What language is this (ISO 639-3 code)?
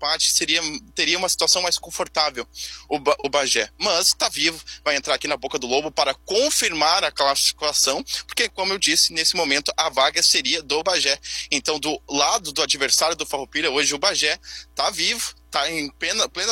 por